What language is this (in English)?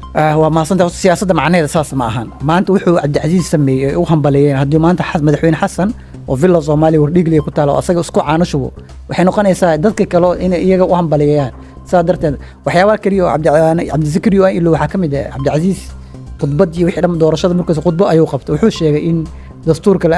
Somali